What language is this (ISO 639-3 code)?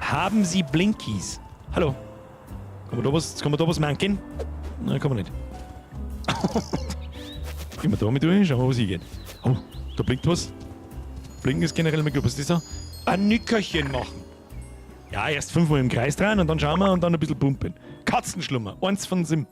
bar